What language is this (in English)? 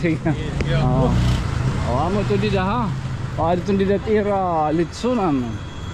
Waray